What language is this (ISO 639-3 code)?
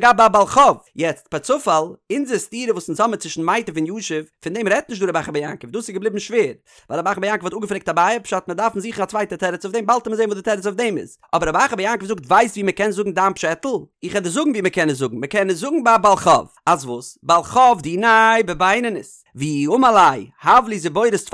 yid